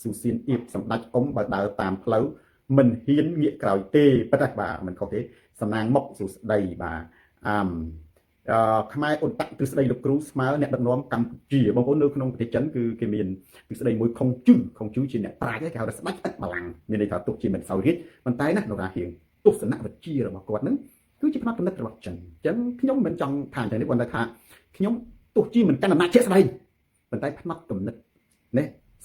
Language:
Khmer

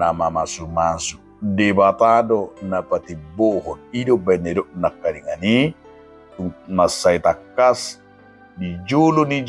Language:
Batak Toba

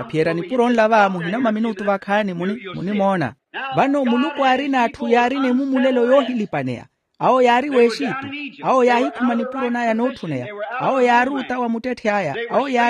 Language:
Makhuwa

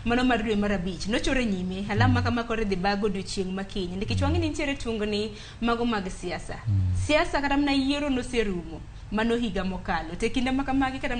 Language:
Luo (Kenya and Tanzania)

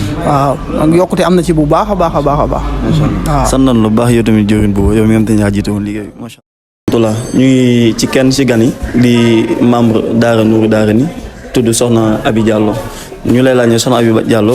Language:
Wolof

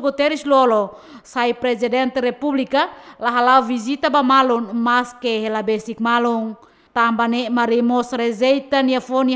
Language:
Tetum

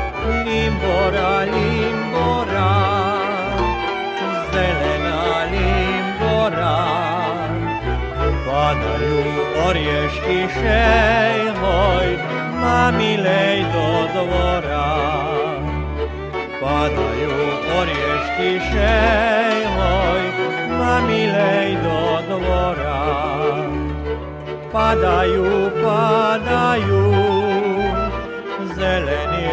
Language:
Slovak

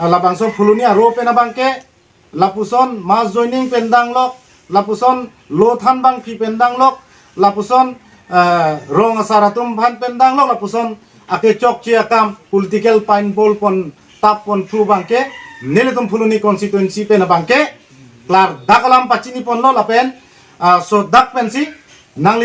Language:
Karbi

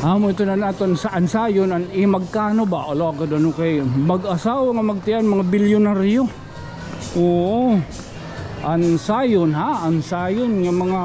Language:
Waray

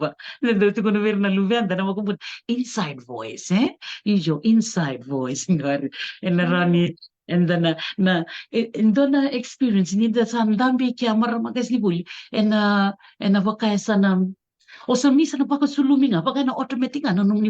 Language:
Fijian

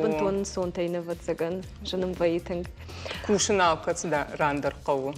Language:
Ossetic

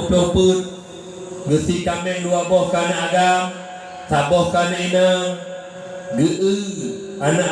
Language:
Achinese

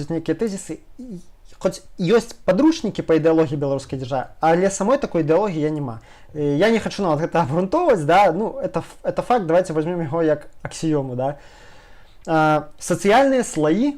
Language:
Belarusian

